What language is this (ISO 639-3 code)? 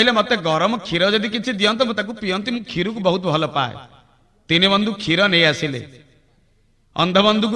ori